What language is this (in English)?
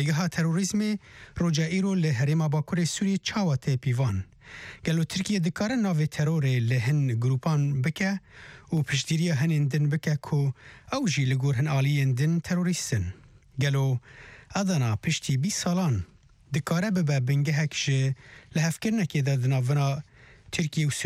Kurdish